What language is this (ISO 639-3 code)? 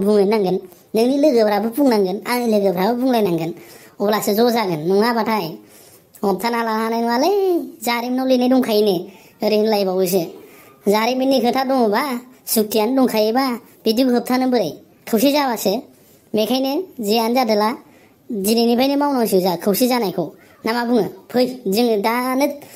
brx